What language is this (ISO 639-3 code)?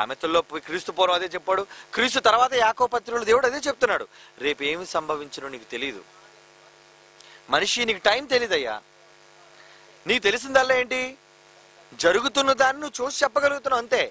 tel